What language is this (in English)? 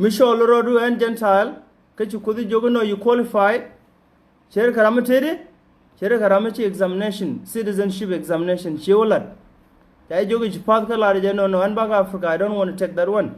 Nuer